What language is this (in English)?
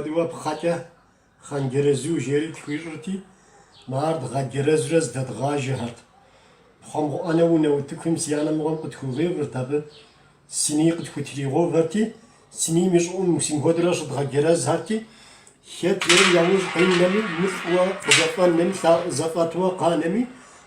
Kabardian